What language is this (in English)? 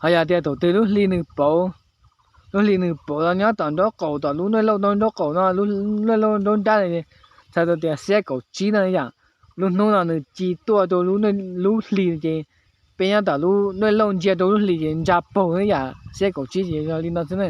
Hmong